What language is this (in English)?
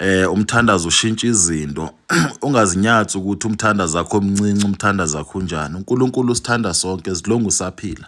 Zulu